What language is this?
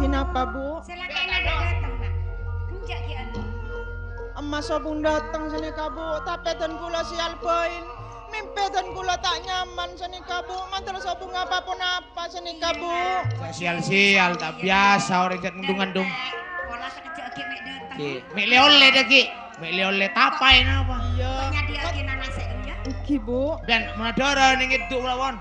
Madurese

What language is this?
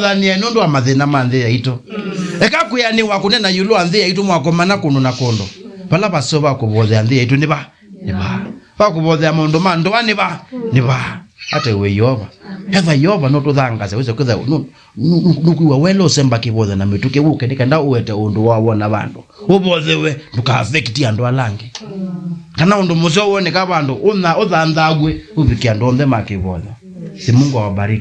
Kamba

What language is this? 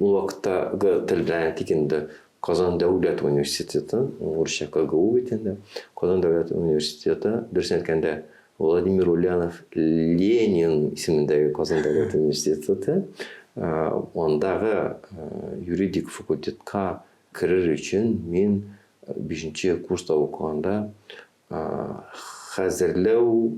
Tatar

